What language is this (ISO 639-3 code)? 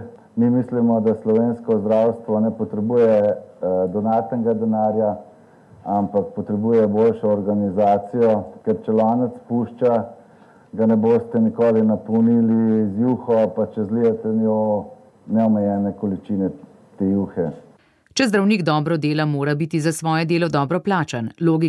slv